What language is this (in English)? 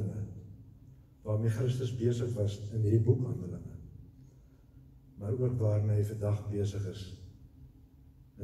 Afrikaans